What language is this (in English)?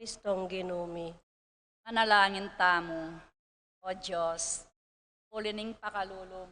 Pampanga